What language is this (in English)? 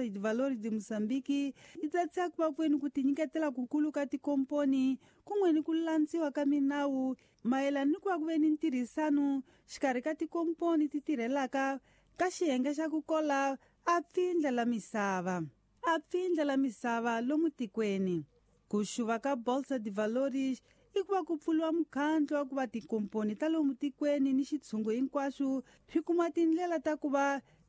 Tsonga